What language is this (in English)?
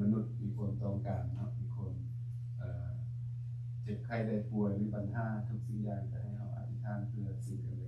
Lao